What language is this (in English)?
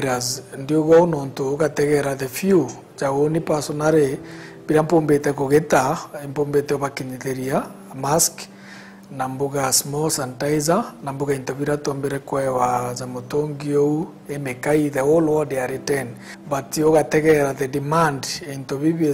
Meru